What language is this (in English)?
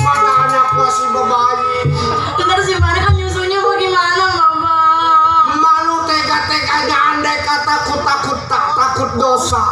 Betawi